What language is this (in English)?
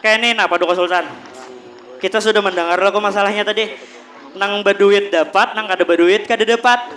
Banjar